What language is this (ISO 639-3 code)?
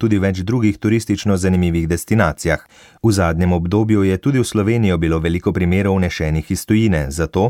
slv